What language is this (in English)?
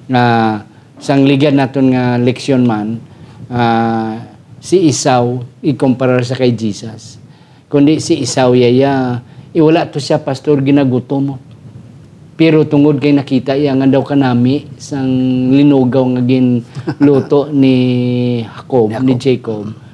Hiligaynon